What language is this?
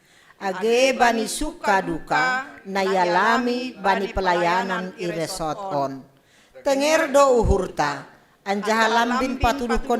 Batak Simalungun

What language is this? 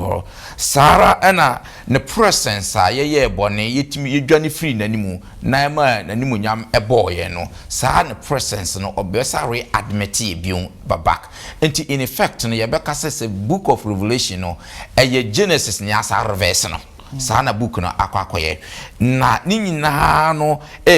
Akan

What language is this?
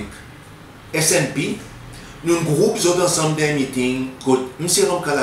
Seselwa Creole French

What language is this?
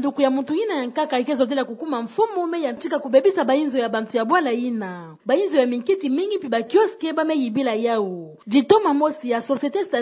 Kituba (Democratic Republic of Congo)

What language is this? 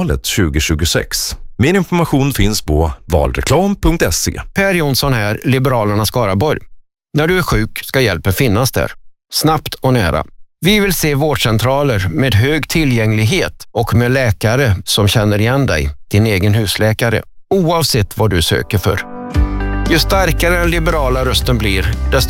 Swedish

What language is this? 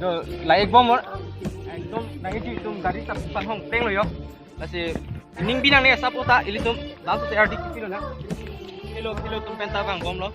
Karbi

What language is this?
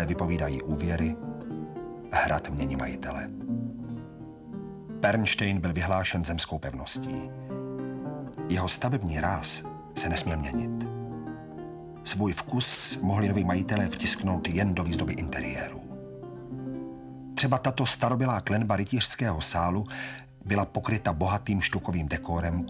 Czech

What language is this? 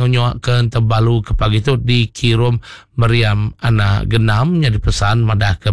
Iban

